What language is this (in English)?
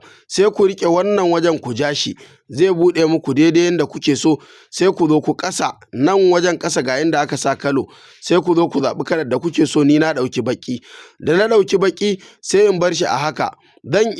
Hausa